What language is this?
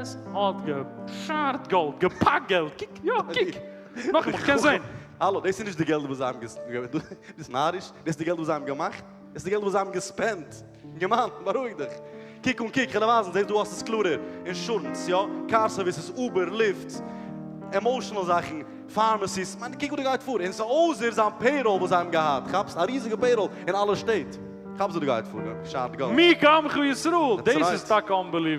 Yiddish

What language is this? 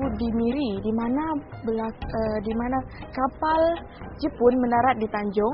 Malay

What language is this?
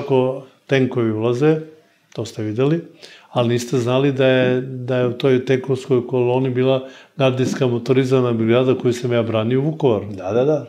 Serbian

